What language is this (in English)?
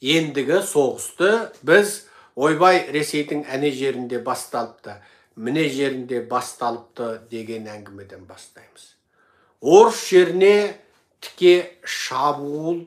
Kazakh